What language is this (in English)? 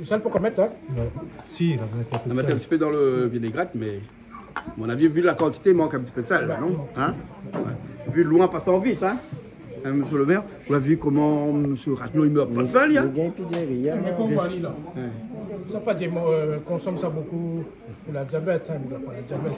Réunion Creole French